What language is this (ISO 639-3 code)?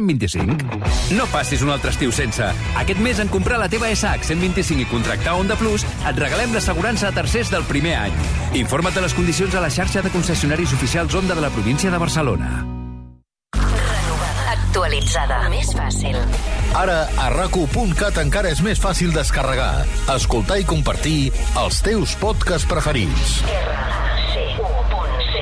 cat